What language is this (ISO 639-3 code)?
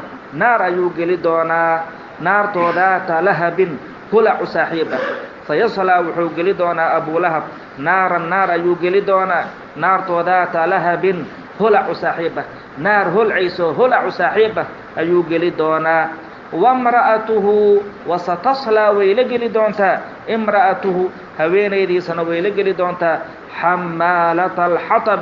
som